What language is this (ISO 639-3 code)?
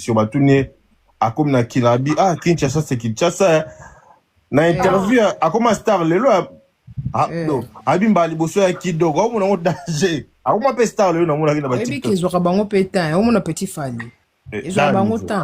lin